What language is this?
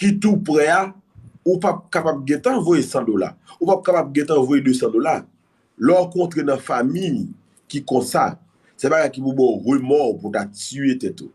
Haitian Creole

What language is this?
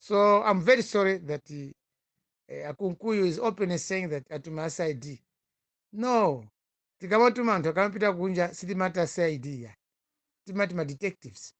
Nyanja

